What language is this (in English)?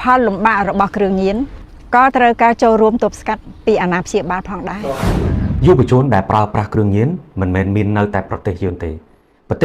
Khmer